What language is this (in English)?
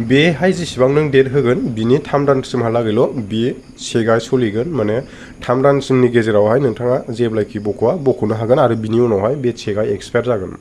Bodo